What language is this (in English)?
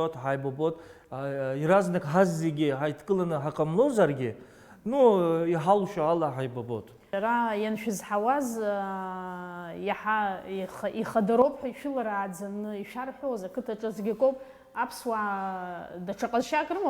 Abkhazian